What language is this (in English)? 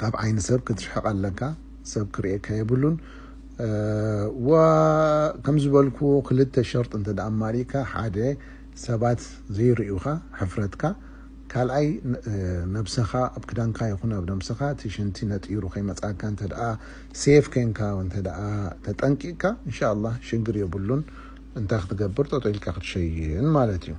Tigrinya